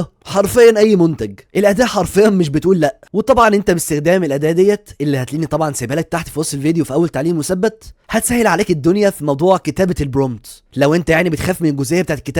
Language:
Egyptian Arabic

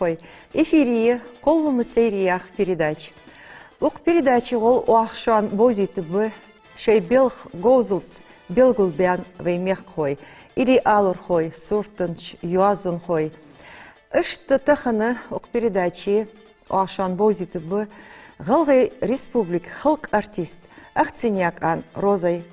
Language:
Ingush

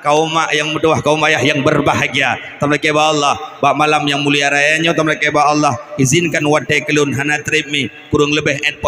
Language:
Achinese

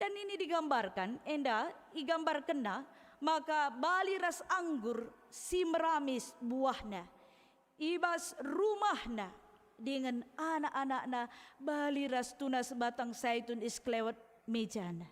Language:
Batak Karo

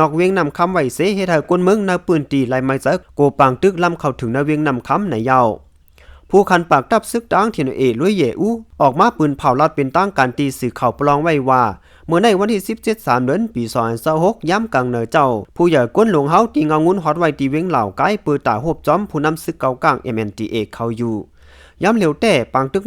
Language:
Lao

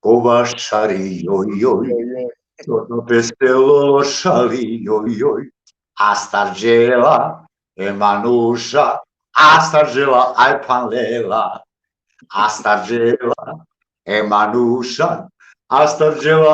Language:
Balkan Romani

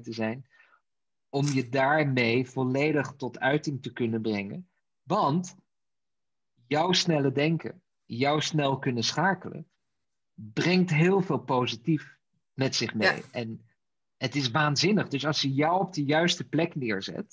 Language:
Dutch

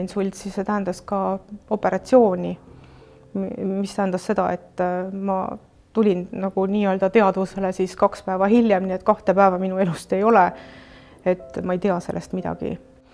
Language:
Estonian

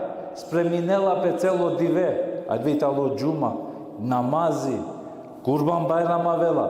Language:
Balkan Romani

